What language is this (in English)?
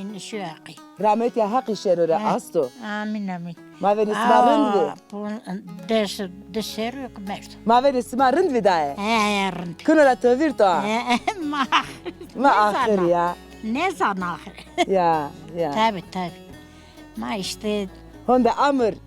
Zaza